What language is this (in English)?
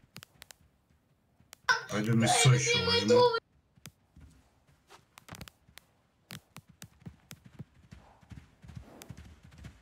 Russian